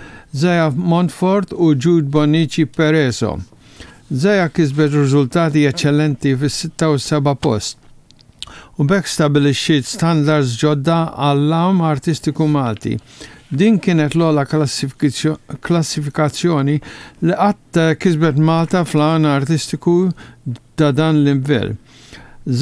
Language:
Maltese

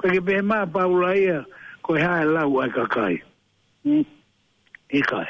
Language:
Tongan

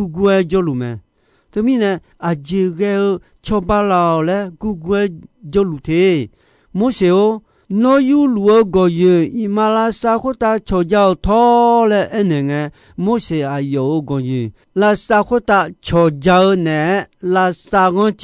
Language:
Akha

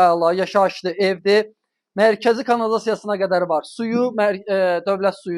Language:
Azerbaijani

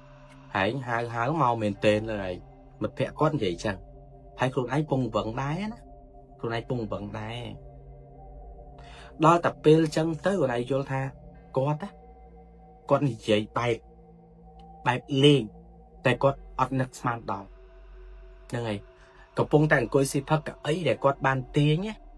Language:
Khmer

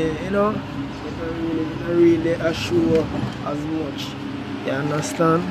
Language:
Jamaican Creole English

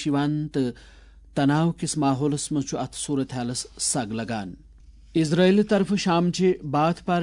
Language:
Kashmiri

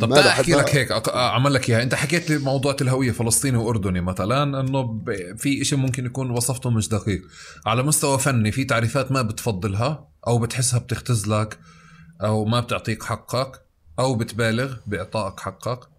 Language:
North Levantine Arabic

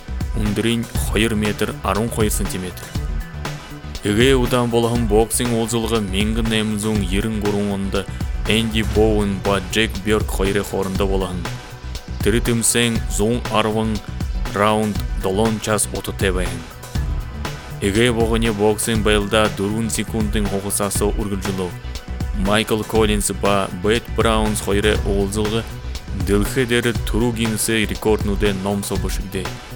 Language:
Buriat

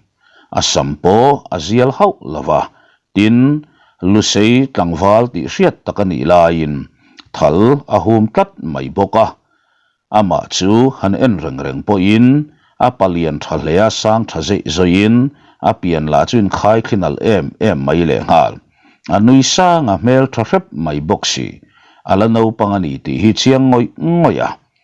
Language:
Mizo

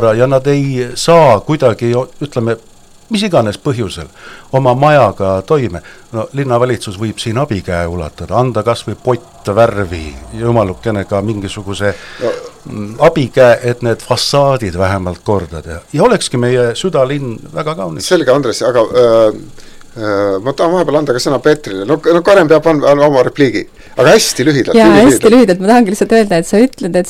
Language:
Estonian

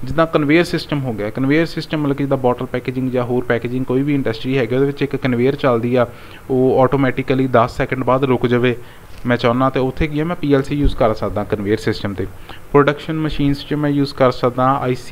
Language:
Punjabi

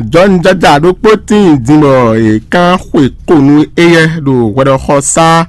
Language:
Fon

